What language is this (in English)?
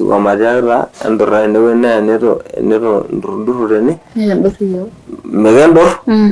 Masai